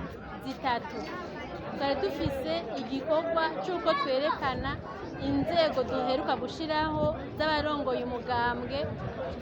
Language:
Rundi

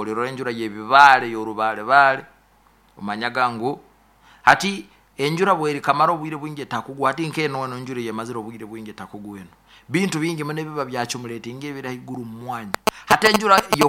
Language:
Nyoro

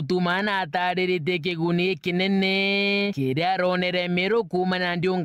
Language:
Meru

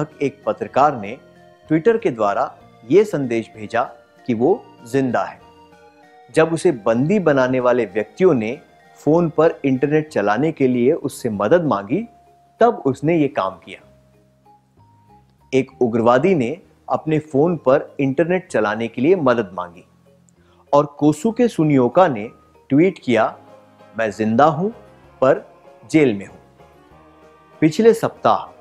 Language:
Hindi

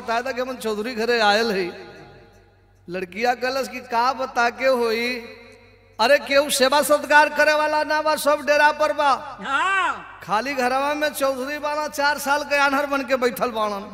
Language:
Bhojpuri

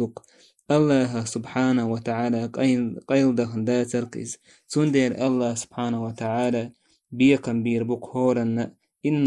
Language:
Chechen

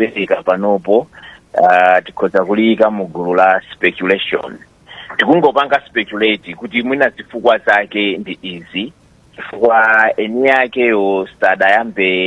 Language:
Nyanja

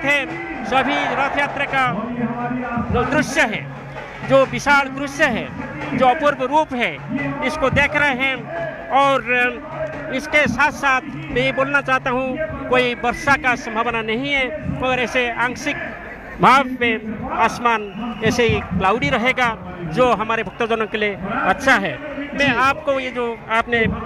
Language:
Hindi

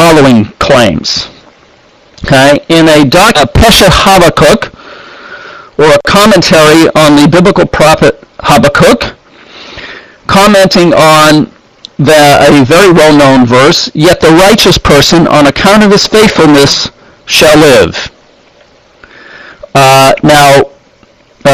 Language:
English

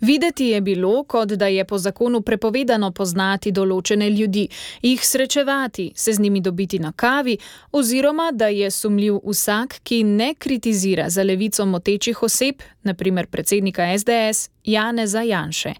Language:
Slovenian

